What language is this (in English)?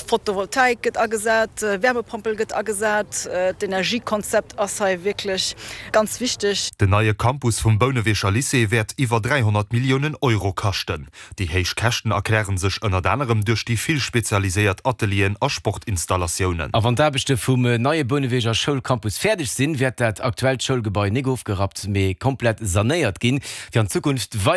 Luxembourgish